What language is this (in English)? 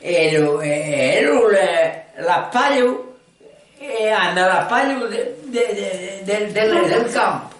Occitan